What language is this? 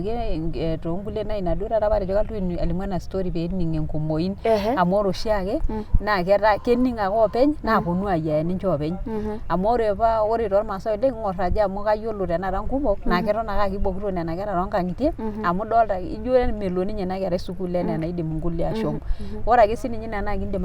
Masai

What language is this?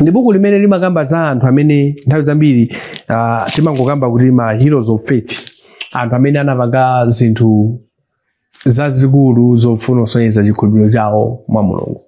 Nyanja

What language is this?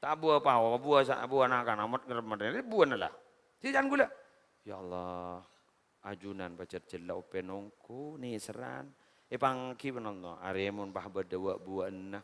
Madurese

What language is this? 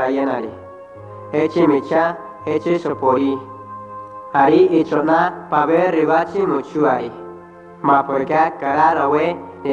Central Tarahumara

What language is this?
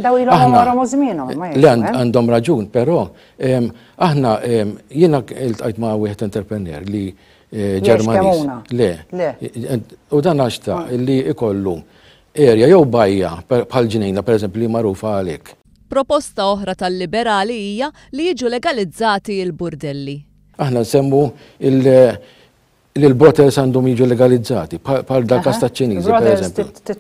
Maltese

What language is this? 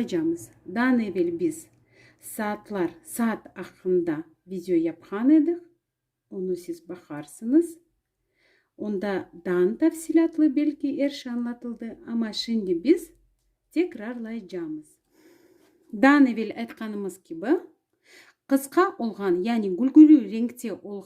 Crimean Tatar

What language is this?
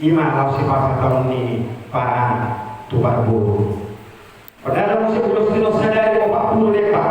Batak Toba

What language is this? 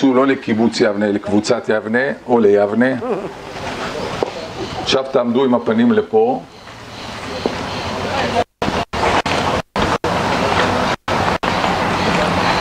Hebrew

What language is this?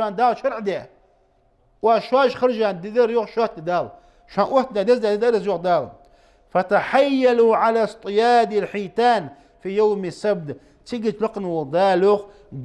Ingush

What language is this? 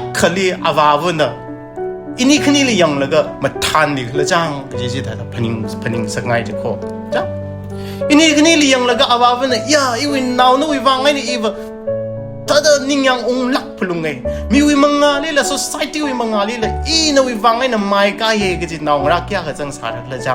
Tangkhul Naga (India)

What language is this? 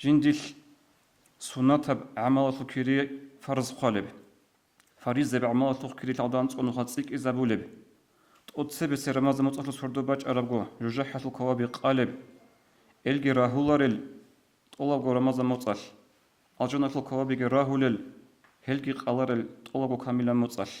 Avaric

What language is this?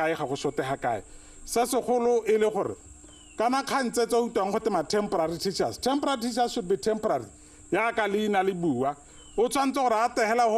Tswana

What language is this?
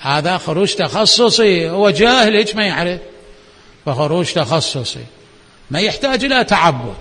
Mesopotamian Arabic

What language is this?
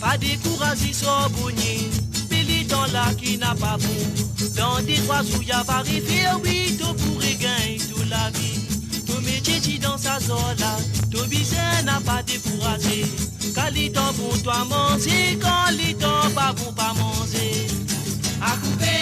Morisyen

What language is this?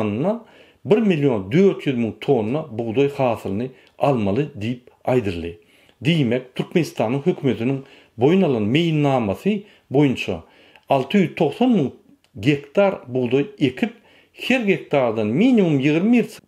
Turkmen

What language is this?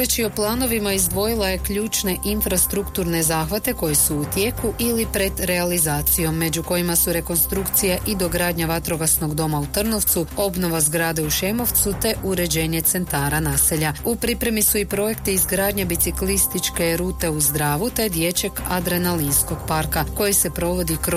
Croatian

